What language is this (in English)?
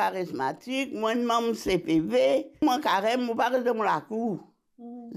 Morisyen